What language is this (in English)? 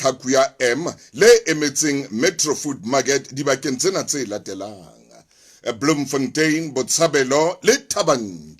Southern Sotho